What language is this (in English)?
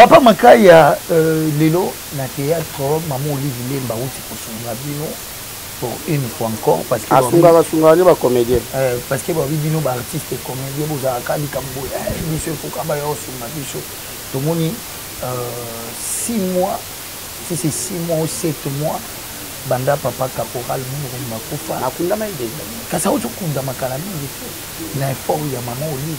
Lingala